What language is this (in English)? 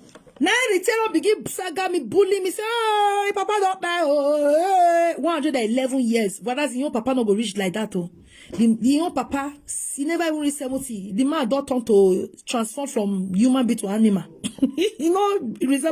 Nigerian Pidgin